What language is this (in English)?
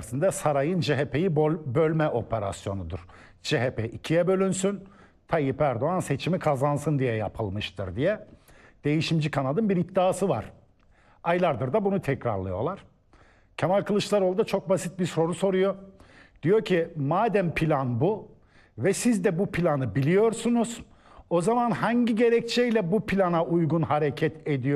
Turkish